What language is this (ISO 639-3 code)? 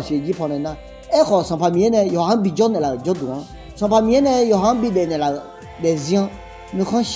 ahk